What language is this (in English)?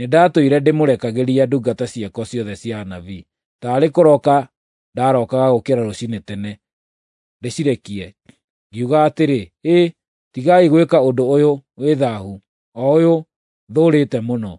Kikuyu